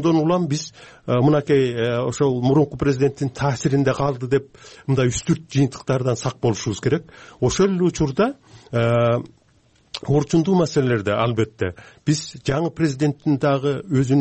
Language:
Kyrgyz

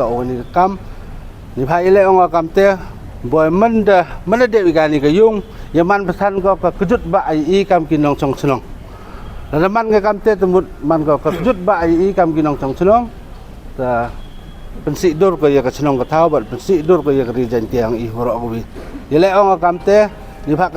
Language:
Pnar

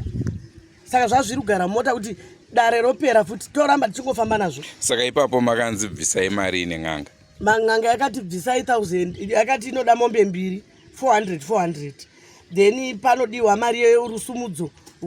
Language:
Shona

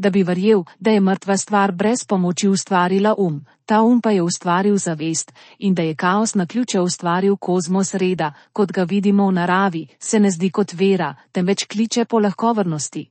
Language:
Slovenian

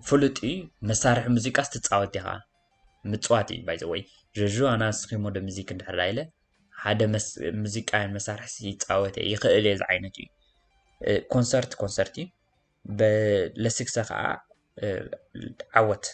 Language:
Tigrinya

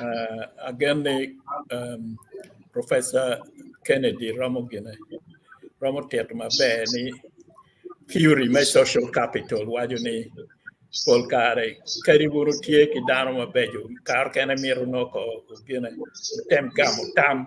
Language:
Acoli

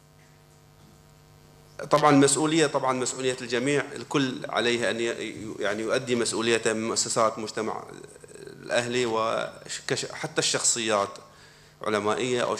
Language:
Arabic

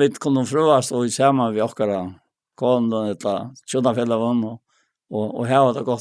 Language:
Faroese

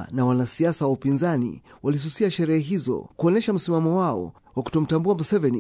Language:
Swahili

